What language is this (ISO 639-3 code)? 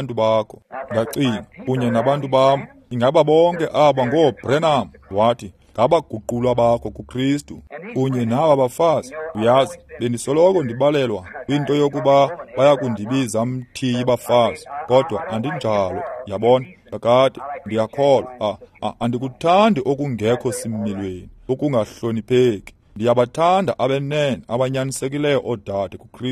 xho